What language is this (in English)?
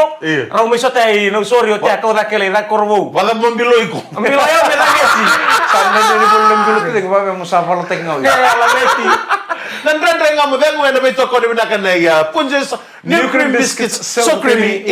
Fijian